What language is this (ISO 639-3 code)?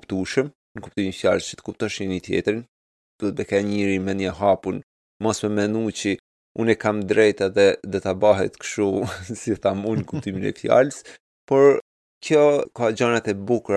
sqi